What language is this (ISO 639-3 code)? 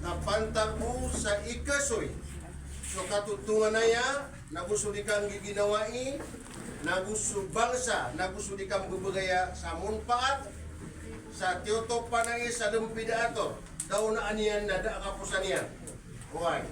mrw